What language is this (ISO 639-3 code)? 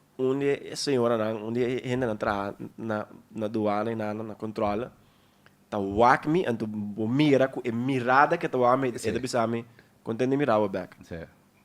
pap